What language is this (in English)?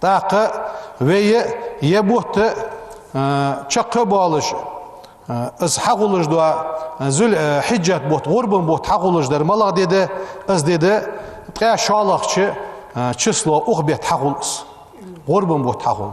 Ingush